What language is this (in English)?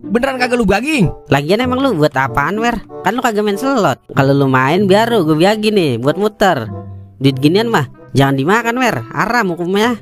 Betawi